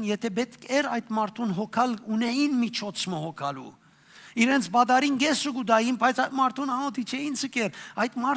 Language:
Western Armenian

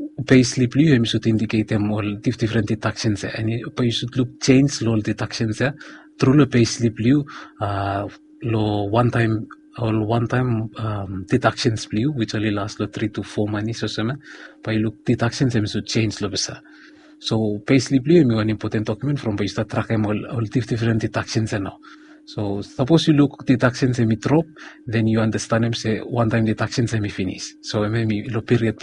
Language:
Bislama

